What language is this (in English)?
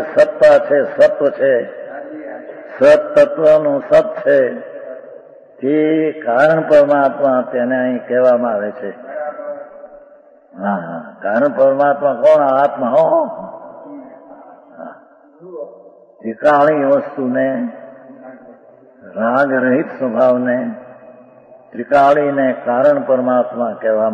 Gujarati